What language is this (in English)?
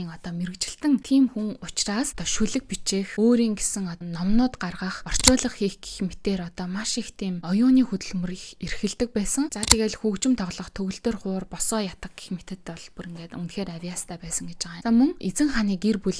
Mongolian